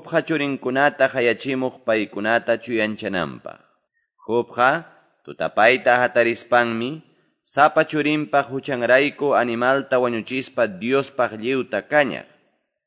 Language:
Quechua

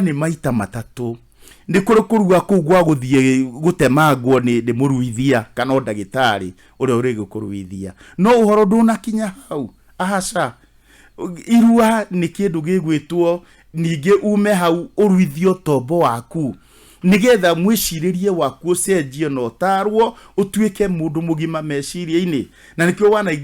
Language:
Kikuyu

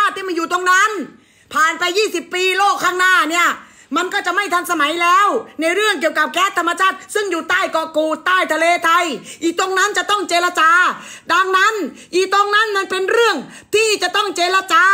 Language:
Thai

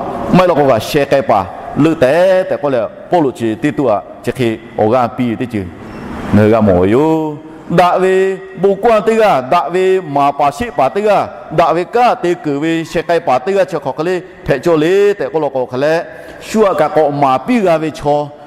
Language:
Lahu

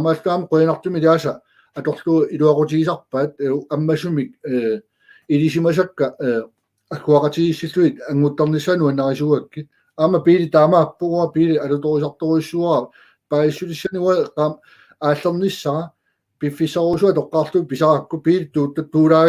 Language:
Kalaallisut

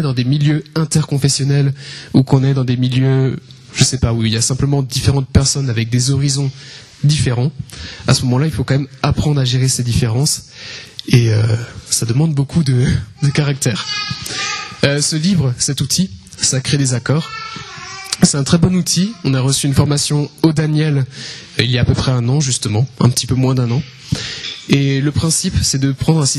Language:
French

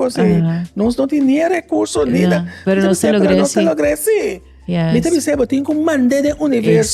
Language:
Papiamento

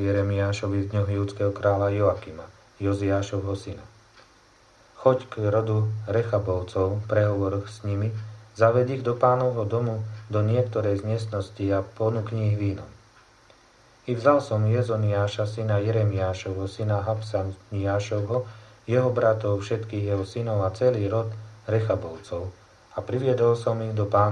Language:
Slovak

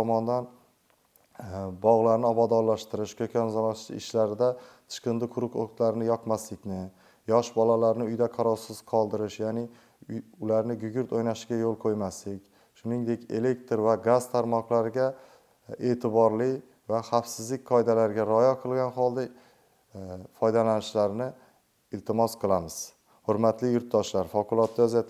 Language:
Uzbek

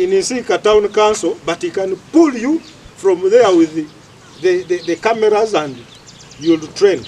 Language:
Nyankole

